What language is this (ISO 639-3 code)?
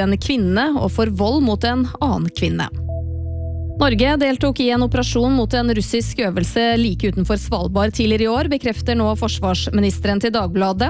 nor